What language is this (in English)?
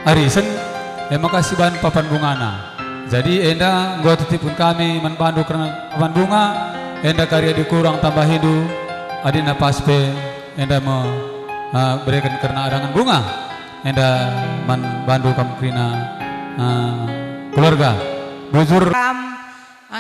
Batak Karo